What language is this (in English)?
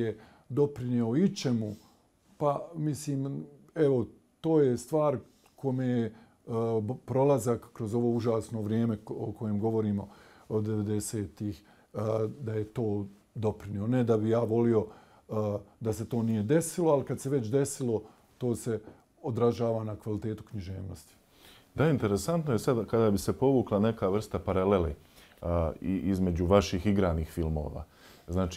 Bosnian